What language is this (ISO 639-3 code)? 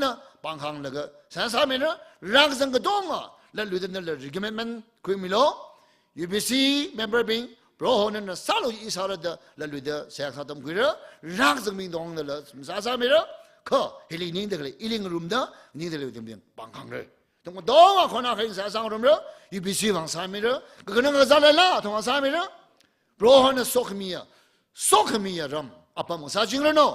nmf